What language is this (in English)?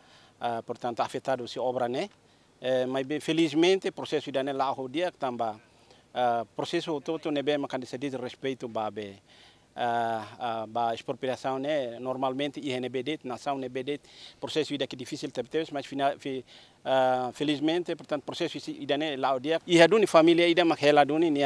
Tetum